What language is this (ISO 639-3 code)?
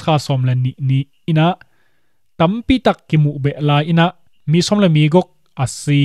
ctd